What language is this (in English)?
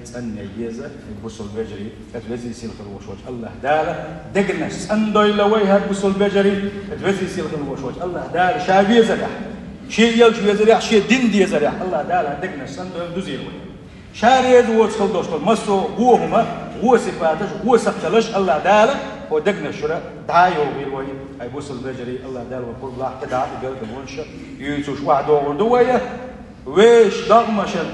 Chechen